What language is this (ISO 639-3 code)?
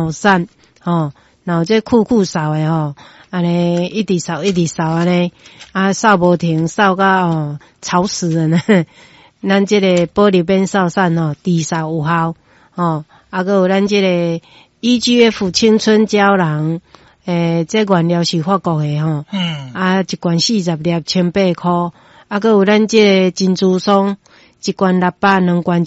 nan